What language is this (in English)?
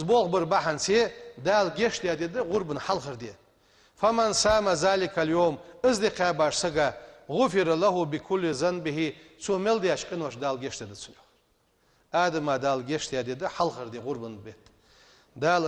Ingush